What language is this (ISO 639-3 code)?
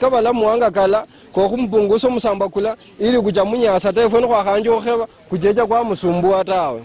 luy